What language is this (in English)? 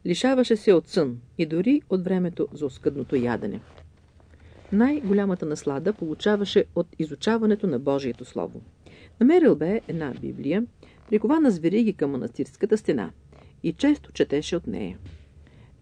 Bulgarian